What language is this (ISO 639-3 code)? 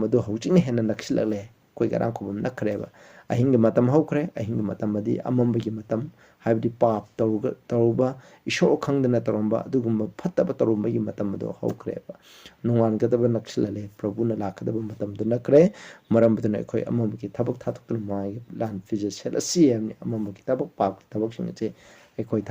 mni